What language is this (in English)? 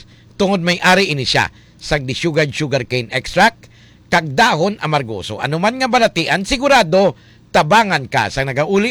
Hiligaynon